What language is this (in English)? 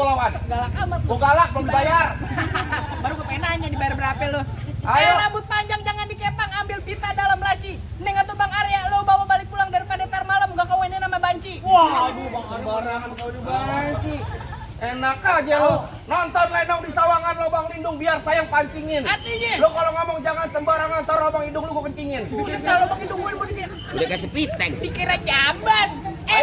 Betawi